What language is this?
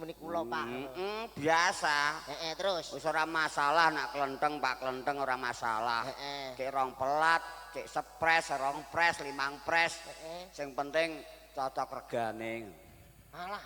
Javanese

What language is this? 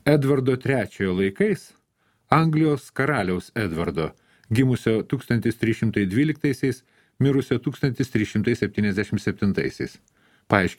Lithuanian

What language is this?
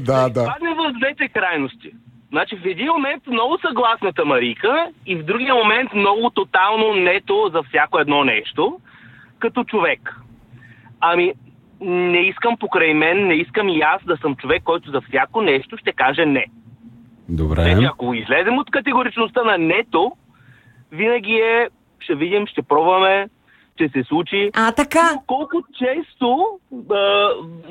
Bulgarian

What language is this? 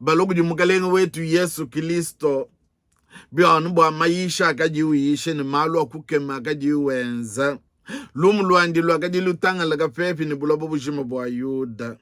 Luba-Lulua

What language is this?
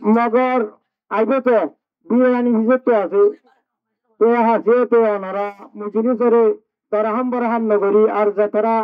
Rohingya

